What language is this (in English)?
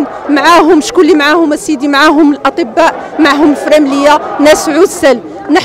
Moroccan Arabic